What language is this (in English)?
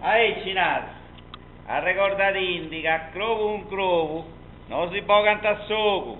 Sardinian